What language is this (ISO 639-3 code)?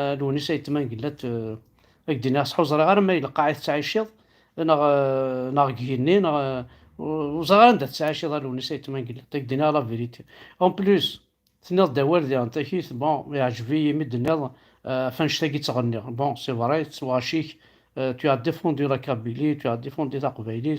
kab